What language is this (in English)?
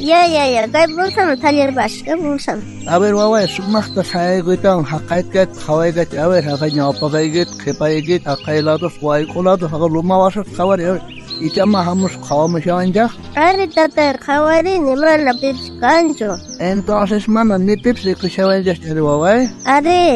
South Bolivian Quechua